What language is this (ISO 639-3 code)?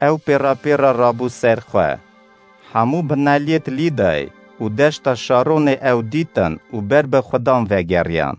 kur